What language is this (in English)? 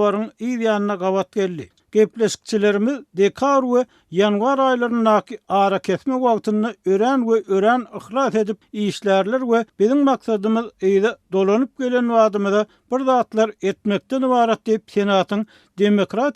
Turkmen